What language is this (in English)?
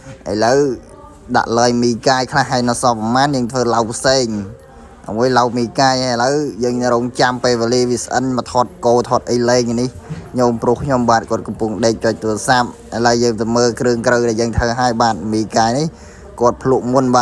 Khmer